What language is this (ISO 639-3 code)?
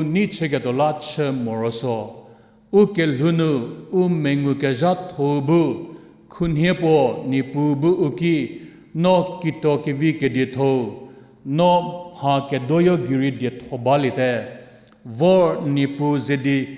njm